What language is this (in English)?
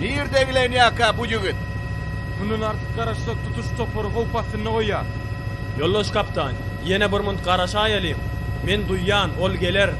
Turkmen